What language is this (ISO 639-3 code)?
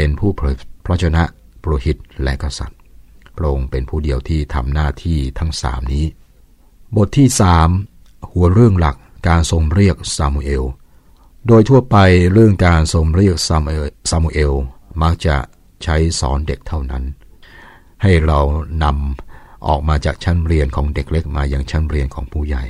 tha